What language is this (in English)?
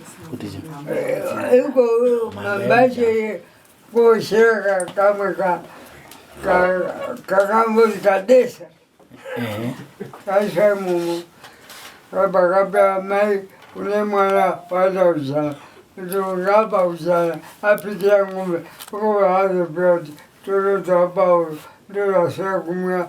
Shona